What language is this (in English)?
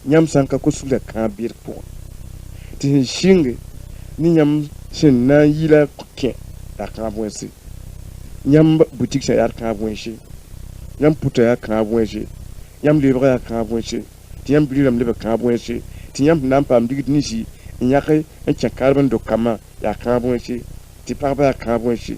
Mossi